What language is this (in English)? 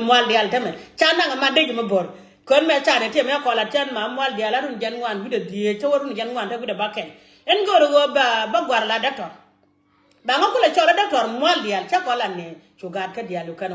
Nuer